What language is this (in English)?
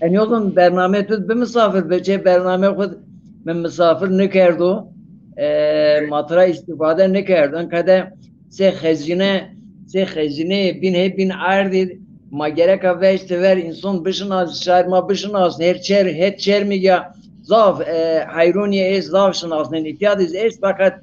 Zaza